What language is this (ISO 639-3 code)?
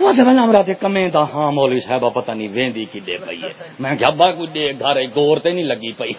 skr